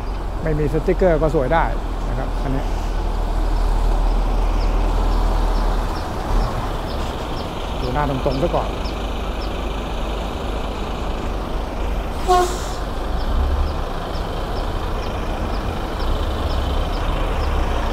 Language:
Thai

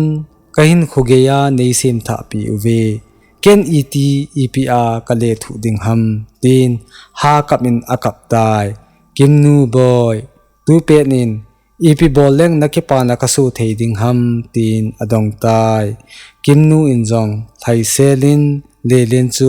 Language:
Thado Chin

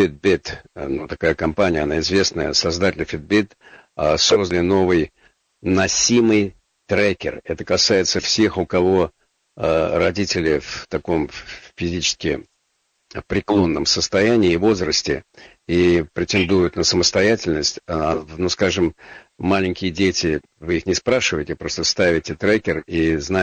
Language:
Russian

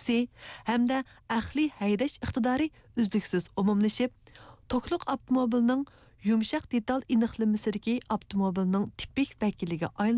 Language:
Uyghur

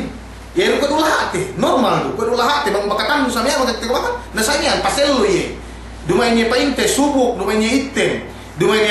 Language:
Yakan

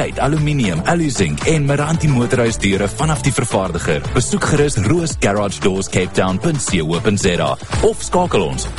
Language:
Afrikaans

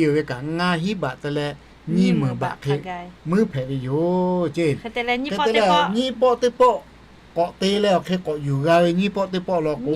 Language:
Lahu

